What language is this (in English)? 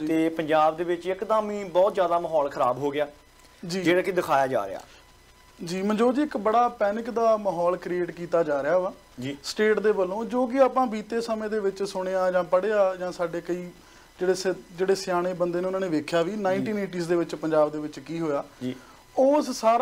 Punjabi